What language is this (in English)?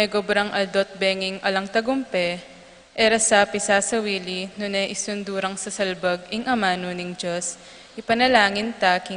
Pampanga